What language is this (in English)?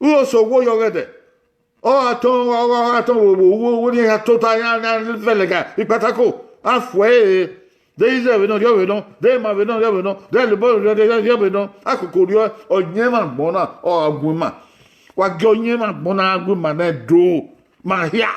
Bini